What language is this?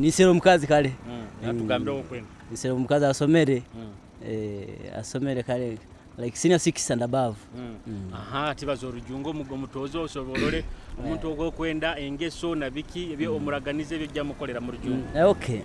Nyoro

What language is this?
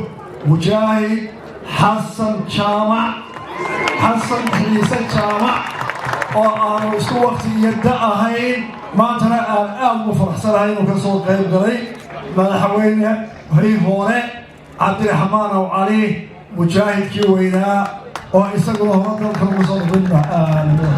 Somali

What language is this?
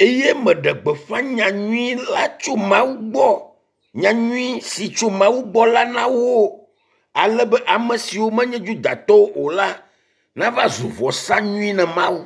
Ewe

